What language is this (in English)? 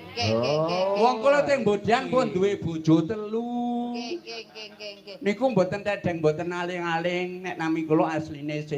Javanese